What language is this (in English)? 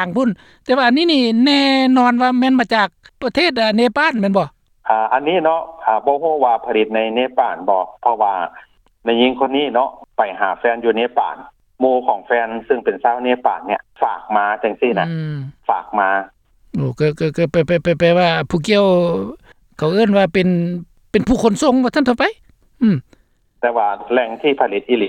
Lao